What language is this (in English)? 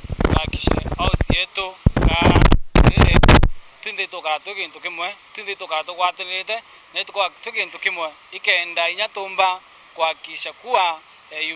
Meru